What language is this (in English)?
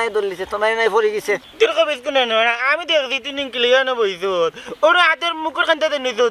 Sylheti